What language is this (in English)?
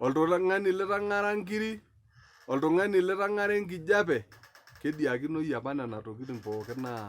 Masai